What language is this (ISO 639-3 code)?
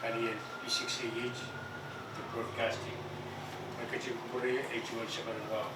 pon